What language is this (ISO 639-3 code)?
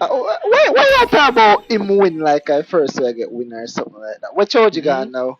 jam